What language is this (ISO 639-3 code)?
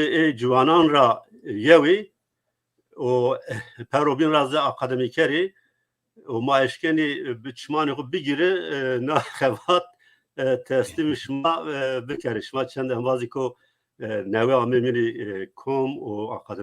zza